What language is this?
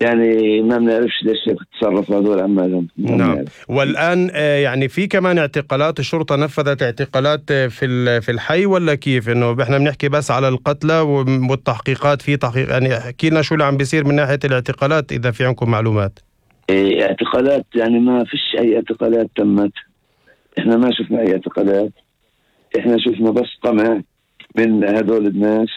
North Levantine Arabic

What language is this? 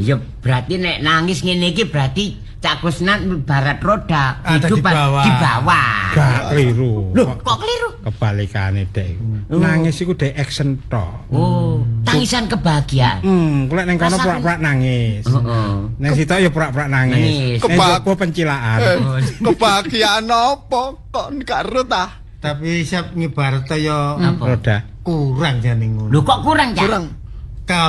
Javanese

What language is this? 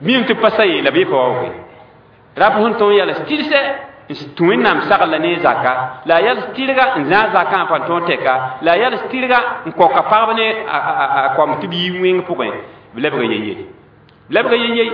Mossi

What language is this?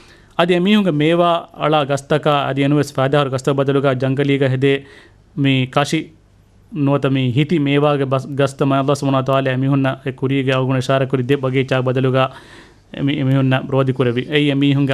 Divehi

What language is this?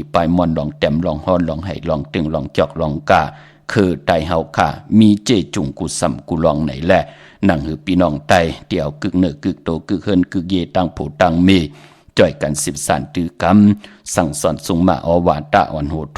Shan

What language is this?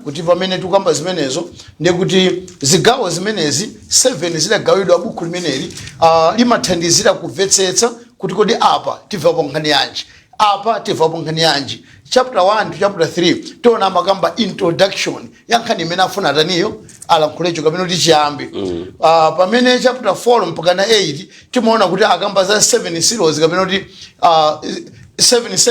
Nyanja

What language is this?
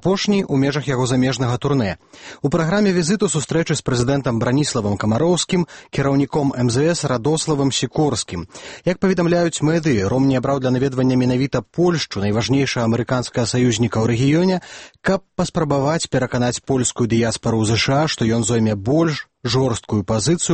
Belarusian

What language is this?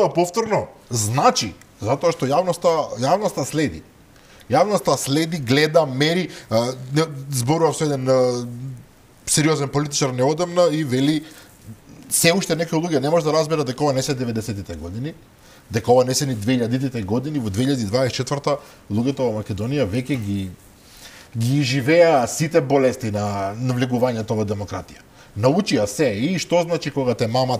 Macedonian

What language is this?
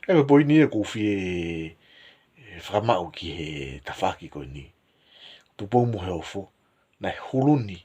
Tongan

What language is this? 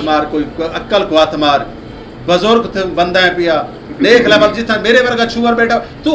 Saraiki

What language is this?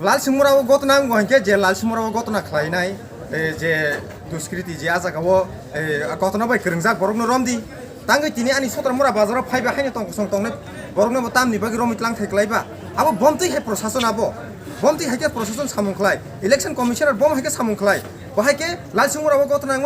Kok Borok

